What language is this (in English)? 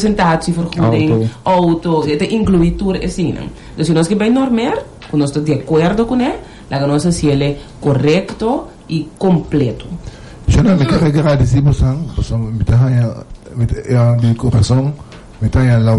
Papiamento